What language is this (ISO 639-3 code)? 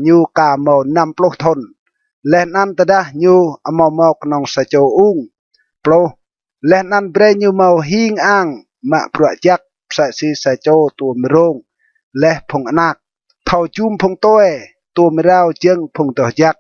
rad